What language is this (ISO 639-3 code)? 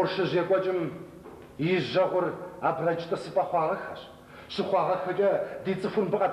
kbd